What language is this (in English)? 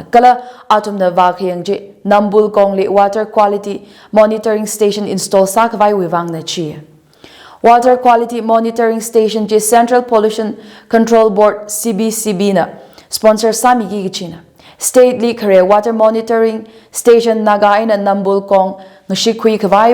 Tangkhul Naga (India)